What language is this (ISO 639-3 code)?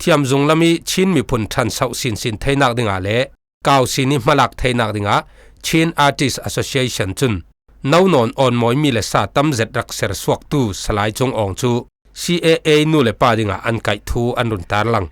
cfm